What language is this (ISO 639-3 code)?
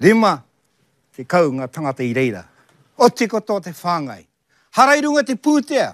mri